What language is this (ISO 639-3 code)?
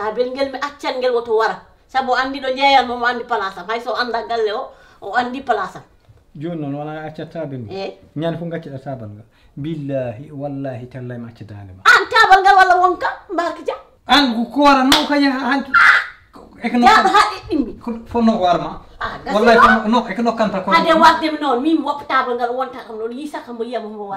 ful